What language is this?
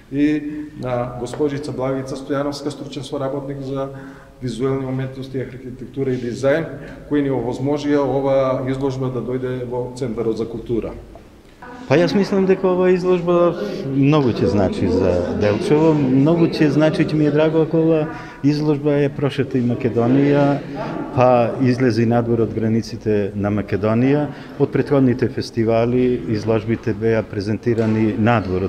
Macedonian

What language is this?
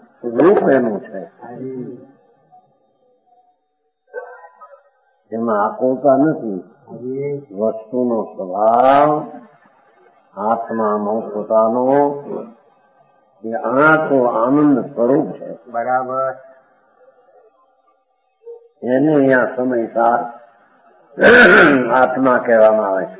Gujarati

